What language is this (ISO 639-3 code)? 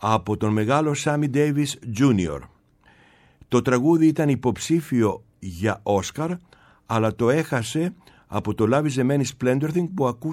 ell